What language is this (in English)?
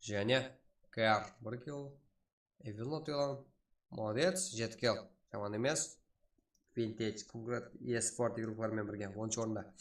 Kara-Kalpak